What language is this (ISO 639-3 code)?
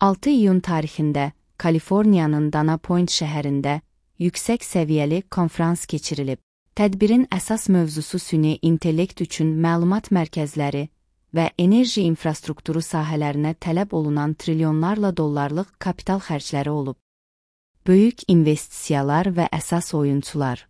aze